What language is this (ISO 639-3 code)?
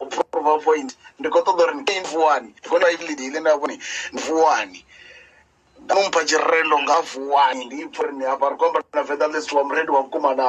ven